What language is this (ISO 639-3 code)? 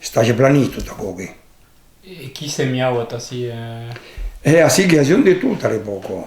oci